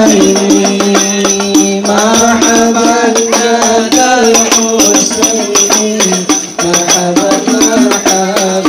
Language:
Betawi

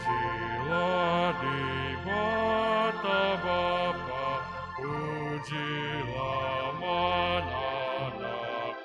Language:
Batak Karo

